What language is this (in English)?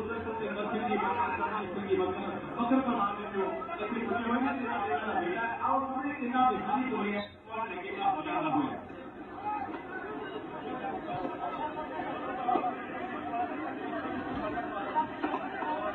Punjabi